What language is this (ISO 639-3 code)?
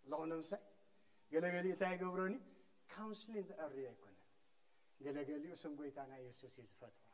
tir